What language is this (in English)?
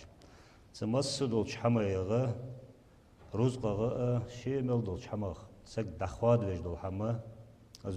Ingush